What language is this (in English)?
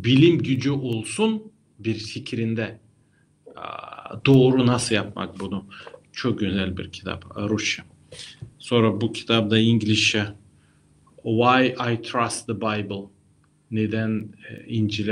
Gagauz